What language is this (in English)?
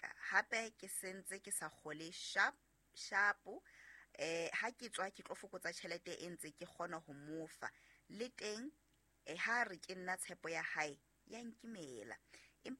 Southern Sotho